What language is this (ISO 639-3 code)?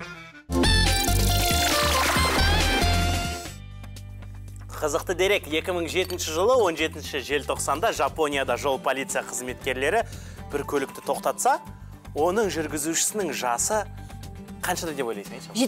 kaz